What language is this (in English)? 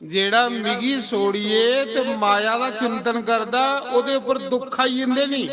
Dogri